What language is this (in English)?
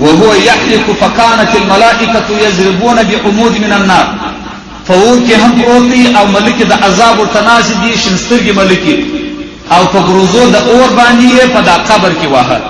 Pashto